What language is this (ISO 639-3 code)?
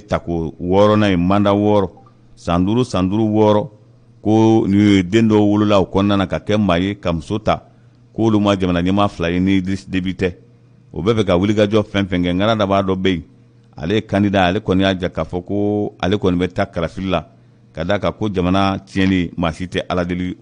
bam